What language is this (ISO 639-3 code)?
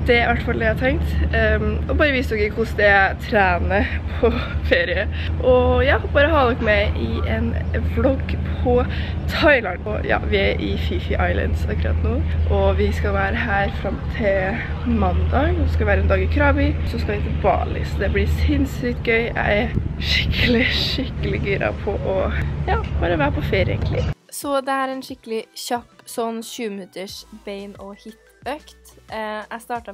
nor